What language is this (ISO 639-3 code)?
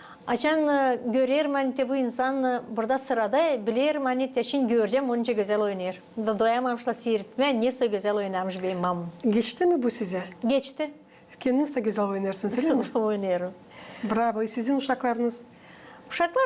gag